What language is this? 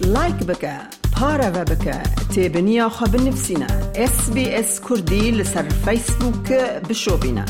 Kurdish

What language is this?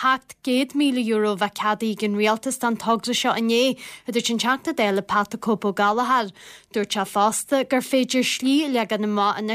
Irish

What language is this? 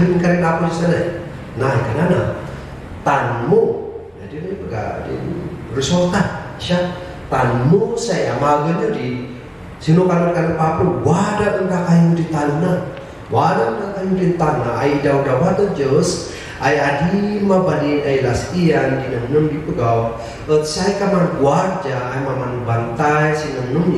Kankanaey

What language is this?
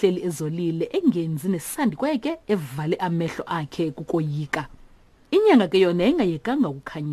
Xhosa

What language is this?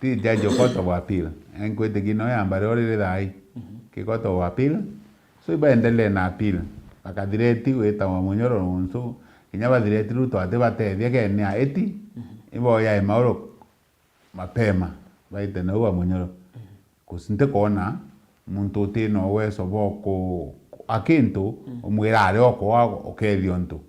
Meru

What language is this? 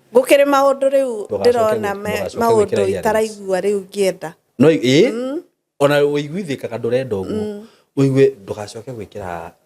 Kikuyu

